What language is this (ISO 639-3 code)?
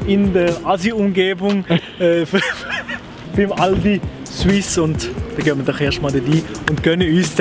gsw